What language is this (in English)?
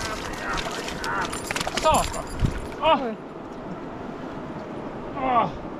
Norwegian